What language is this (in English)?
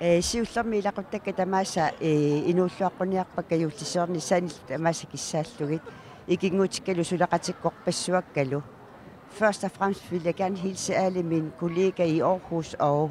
Kalaallisut